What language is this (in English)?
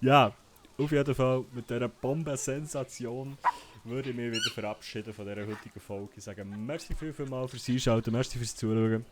Swiss German